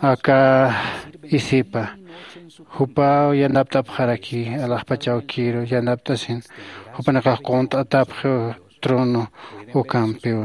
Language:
Aymara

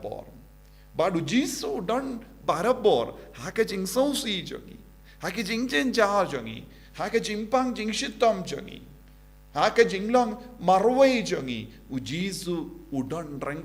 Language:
Khasi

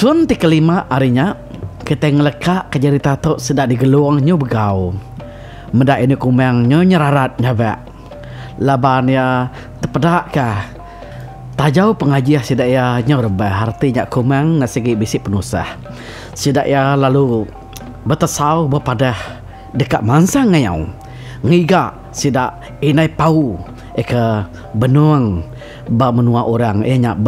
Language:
Iban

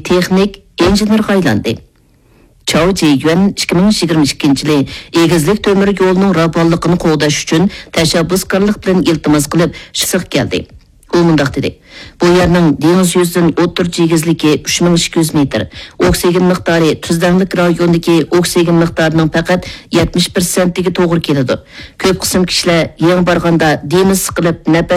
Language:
Uyghur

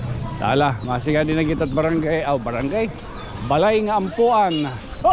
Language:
Waray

